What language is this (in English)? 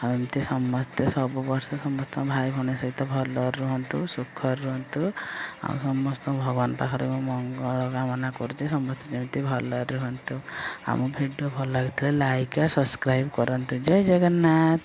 Odia